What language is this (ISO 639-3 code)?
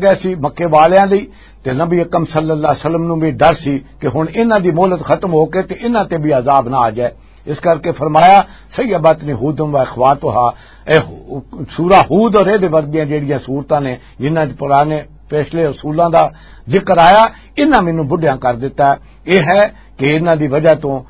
lah